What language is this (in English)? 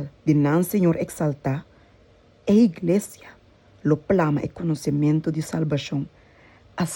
Papiamento